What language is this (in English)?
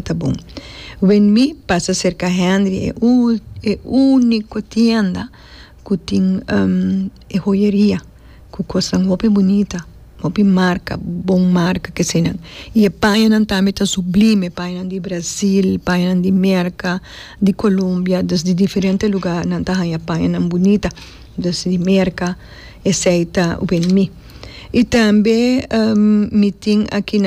Papiamento